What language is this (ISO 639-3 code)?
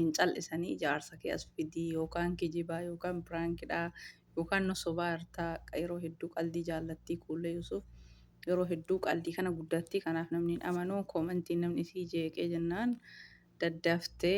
orm